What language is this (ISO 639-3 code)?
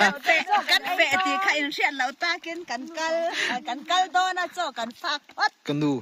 lus